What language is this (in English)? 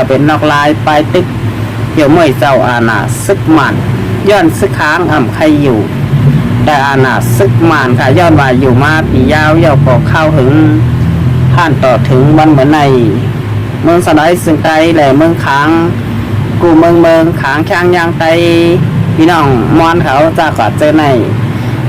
Shan